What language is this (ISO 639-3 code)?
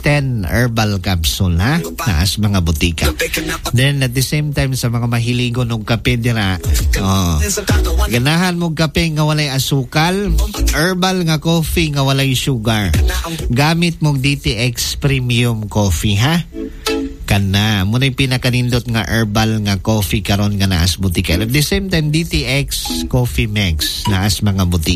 ceb